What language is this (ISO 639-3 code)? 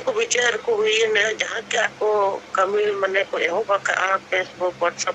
sat